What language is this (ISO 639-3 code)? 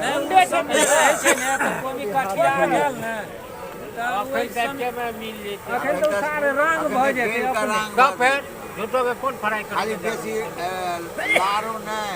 mai